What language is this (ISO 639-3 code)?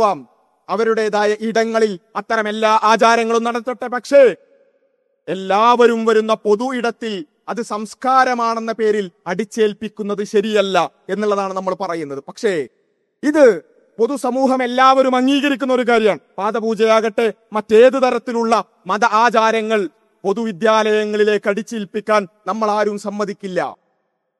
mal